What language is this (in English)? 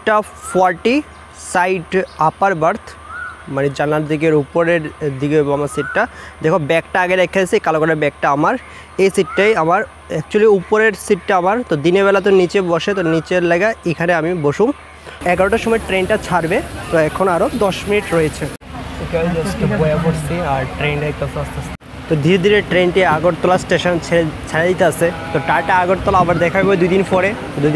Bangla